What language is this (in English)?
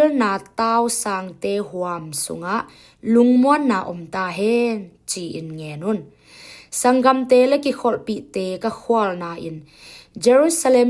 Tedim Chin